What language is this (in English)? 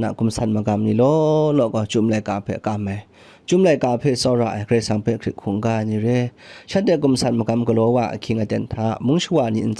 Kachin